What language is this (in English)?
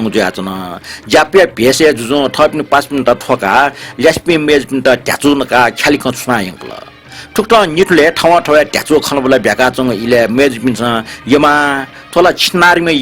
Newari